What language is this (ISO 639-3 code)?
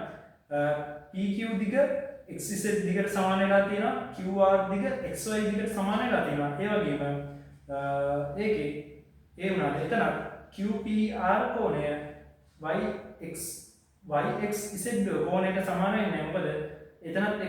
sin